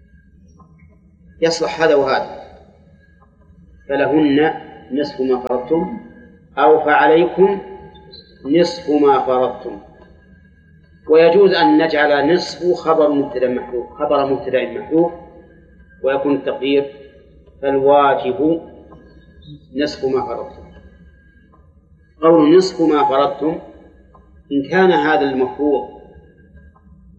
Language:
Arabic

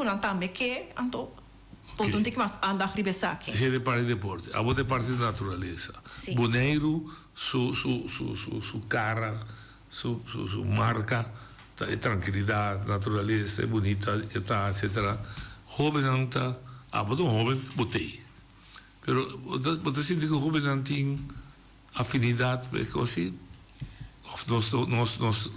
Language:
Papiamento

